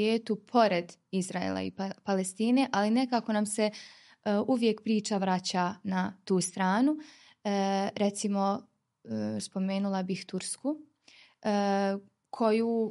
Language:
Bosnian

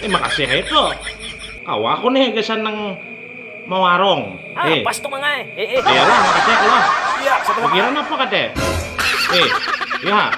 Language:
Banjar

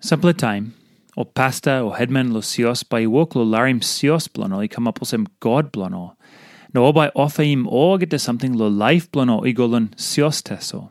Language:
Tok Pisin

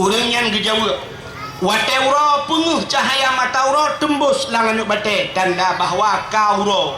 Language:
Achinese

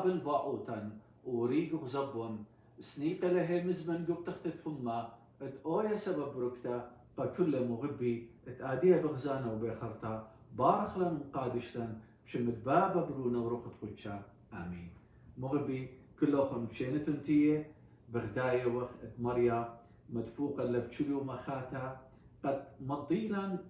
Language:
Assyrian Neo-Aramaic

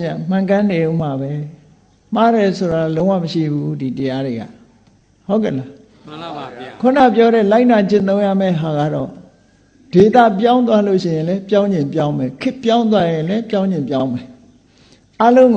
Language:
Burmese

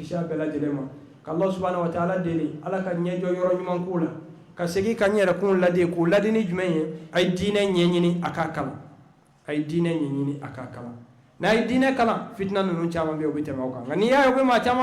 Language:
Bambara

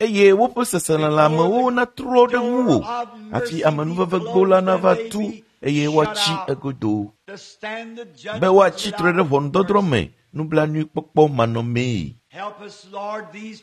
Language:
Ewe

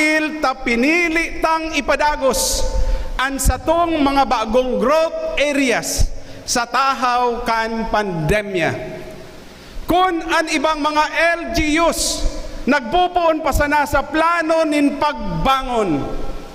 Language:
Bikol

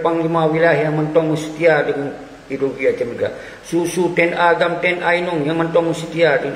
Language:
Achinese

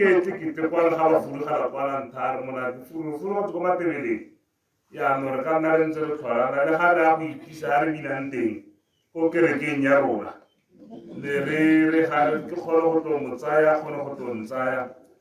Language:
Tswana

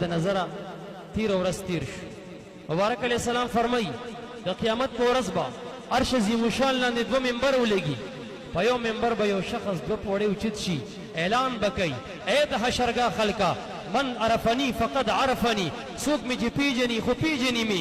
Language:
Pashto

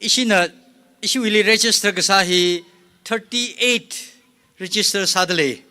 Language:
Tangkhul Naga (India)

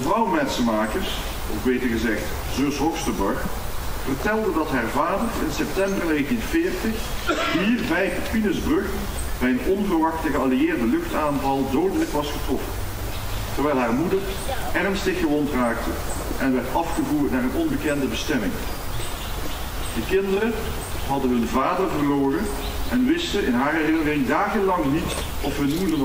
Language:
Dutch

